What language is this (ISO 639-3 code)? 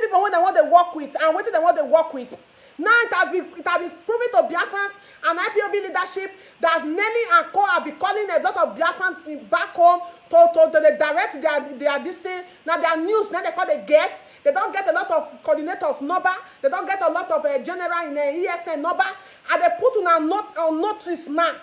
pcm